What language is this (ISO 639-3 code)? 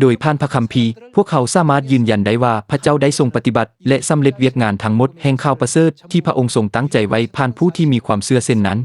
lao